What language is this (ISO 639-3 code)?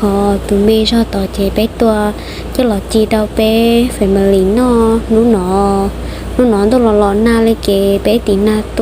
hmn